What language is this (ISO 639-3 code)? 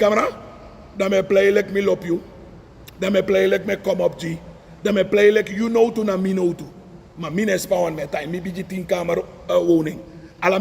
srn